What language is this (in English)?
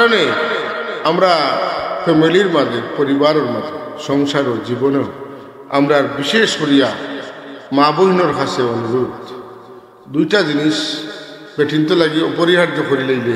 Sylheti